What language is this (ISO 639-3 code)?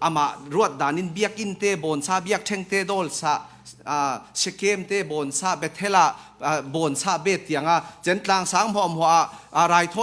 cfm